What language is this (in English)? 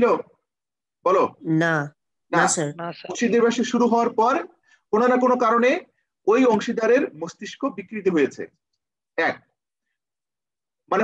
Bangla